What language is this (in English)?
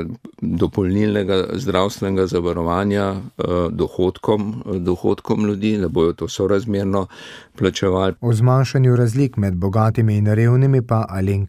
Slovenian